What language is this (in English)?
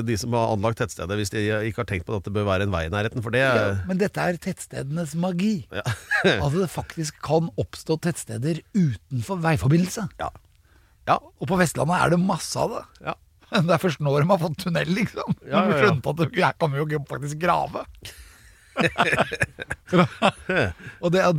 Norwegian